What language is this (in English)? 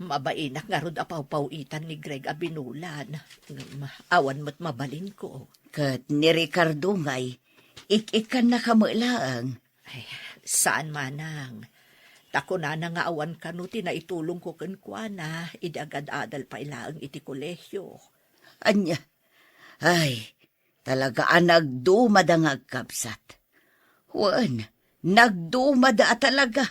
Iloko